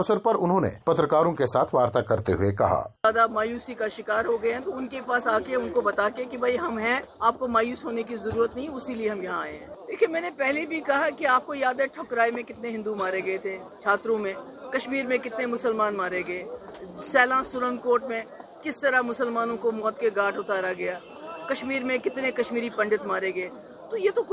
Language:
Hindi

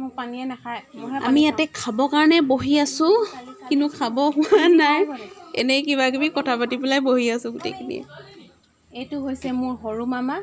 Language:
Assamese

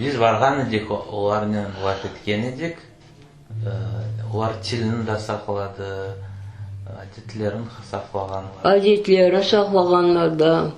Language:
Crimean Tatar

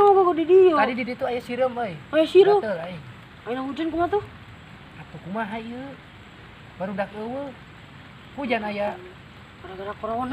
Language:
Sundanese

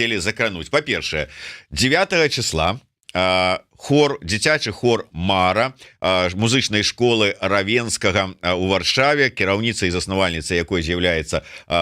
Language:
Belarusian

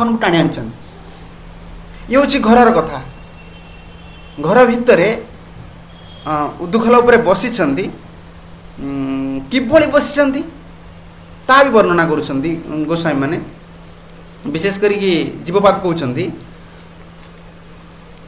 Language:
Odia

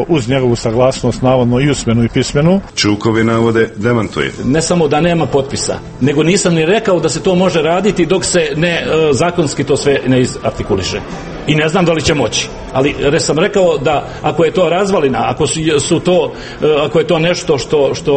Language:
Serbian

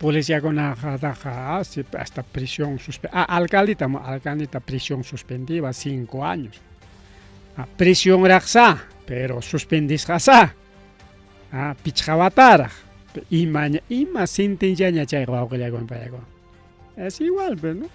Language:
Ayacucho Quechua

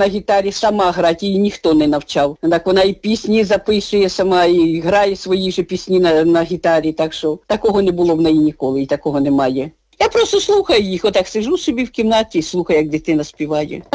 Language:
Ukrainian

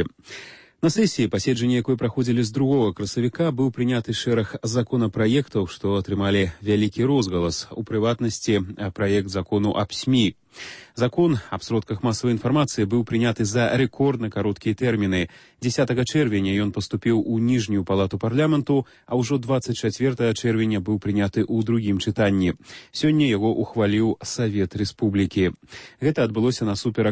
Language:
Belarusian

